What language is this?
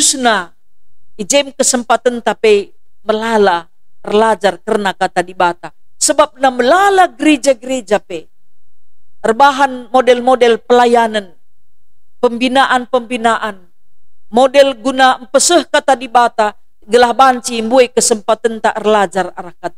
Batak Karo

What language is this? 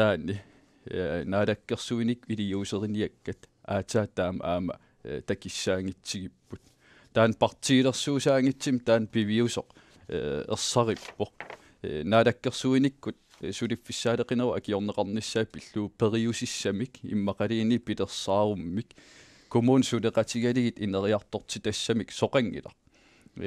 Kalaallisut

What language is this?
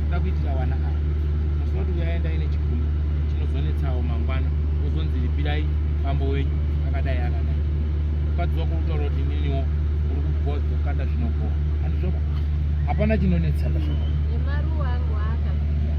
Shona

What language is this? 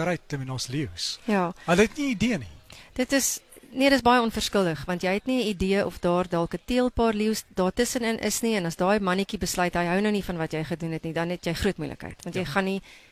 Afrikaans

